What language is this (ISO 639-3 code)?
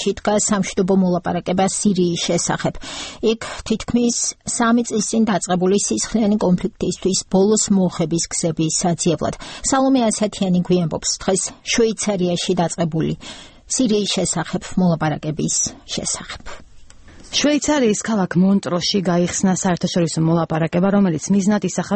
kat